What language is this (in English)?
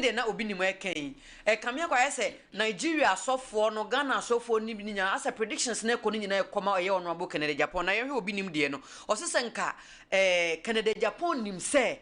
Akan